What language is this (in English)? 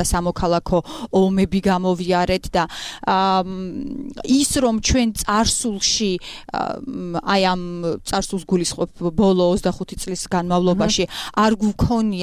Georgian